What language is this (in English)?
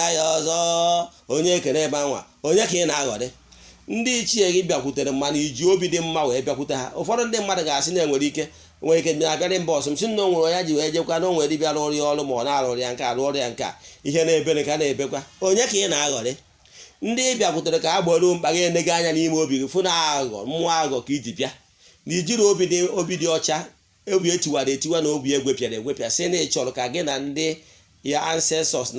Igbo